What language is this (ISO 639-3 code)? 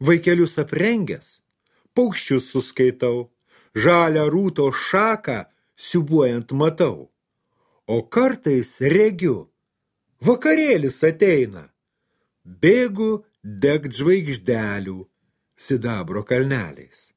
lit